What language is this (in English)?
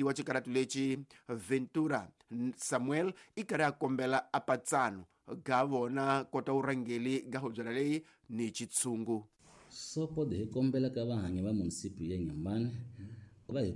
Tsonga